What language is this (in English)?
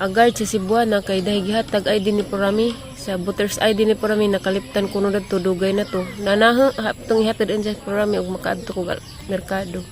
Cebuano